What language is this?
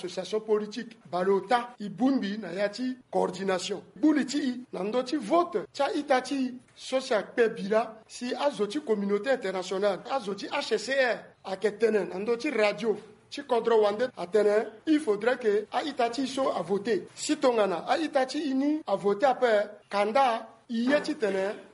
Sango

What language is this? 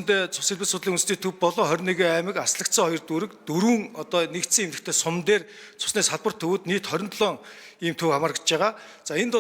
Mongolian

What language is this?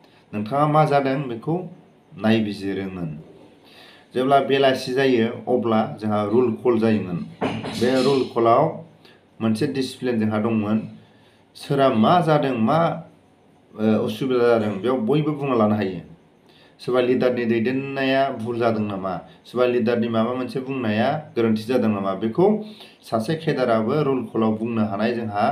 Bodo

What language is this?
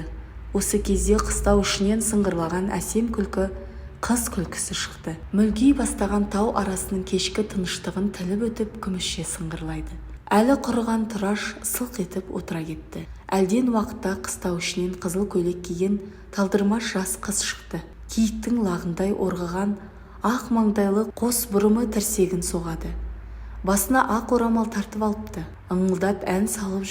Kazakh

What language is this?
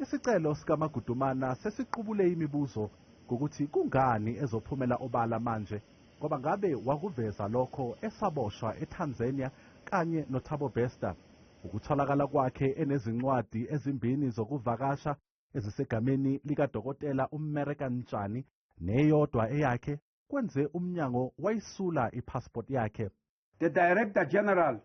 Zulu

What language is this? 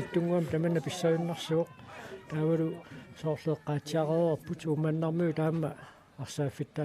Kalaallisut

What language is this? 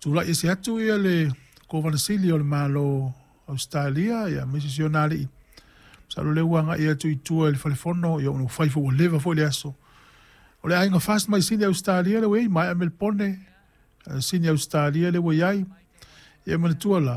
Samoan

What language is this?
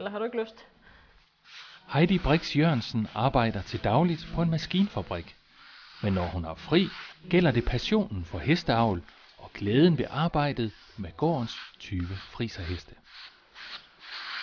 Danish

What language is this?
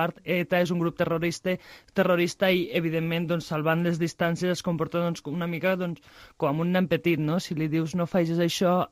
Catalan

